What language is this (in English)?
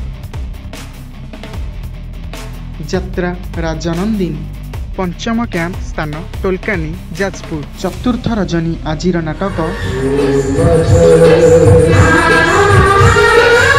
Odia